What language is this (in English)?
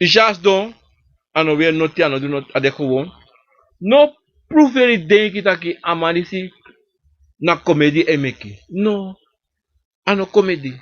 Sranan Tongo